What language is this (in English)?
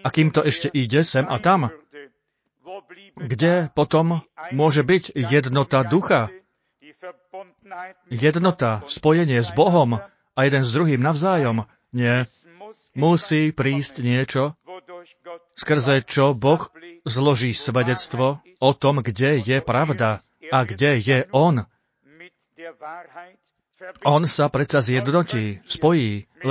Slovak